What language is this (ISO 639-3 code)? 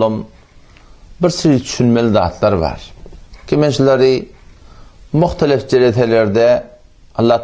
tuk